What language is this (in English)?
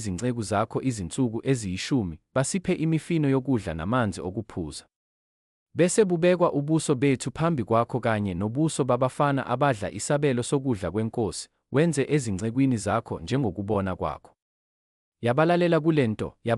Zulu